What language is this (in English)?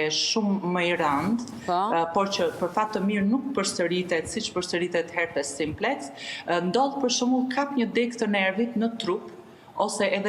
Albanian